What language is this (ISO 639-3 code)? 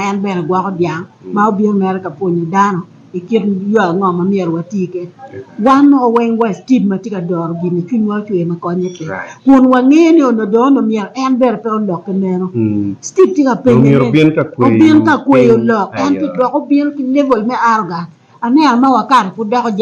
ach